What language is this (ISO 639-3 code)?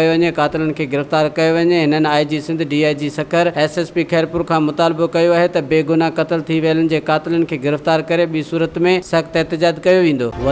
snd